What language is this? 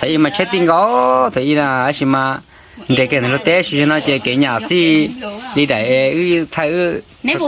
Hmong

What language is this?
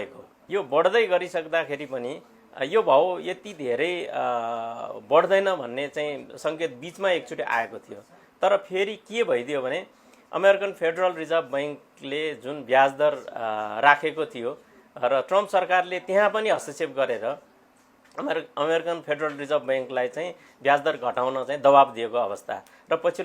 Nepali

